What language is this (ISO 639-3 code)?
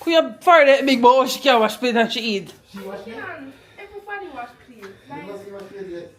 jam